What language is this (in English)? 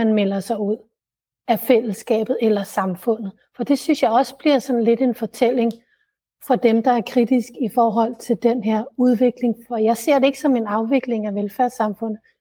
Danish